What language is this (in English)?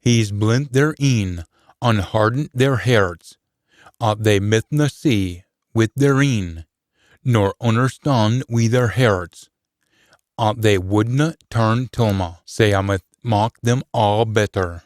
Scots